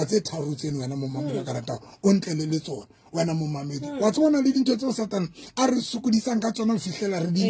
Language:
Southern Sotho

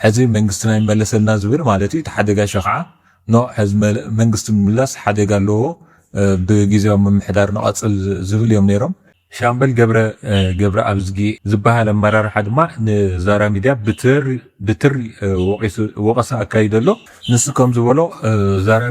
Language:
Tigrinya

